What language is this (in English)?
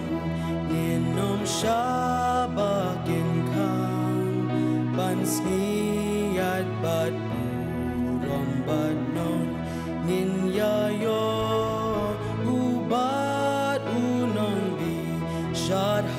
Khasi